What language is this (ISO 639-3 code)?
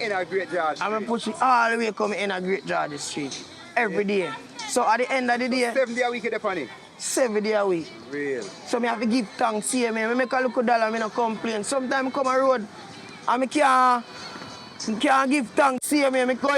jam